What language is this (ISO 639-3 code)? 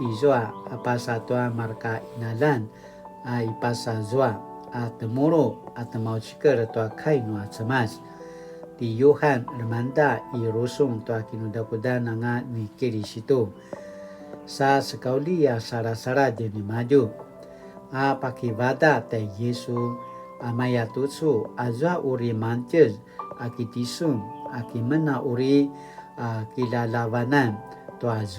pwn